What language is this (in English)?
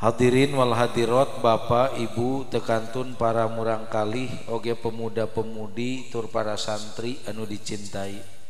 Sundanese